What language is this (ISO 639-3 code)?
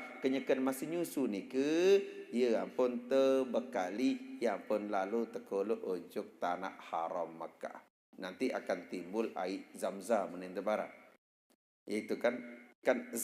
sas